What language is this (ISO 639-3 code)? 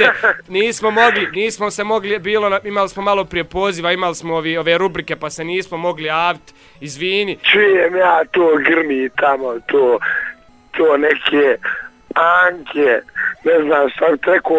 bos